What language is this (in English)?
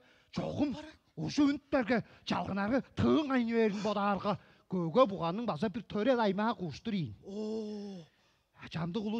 Tuvinian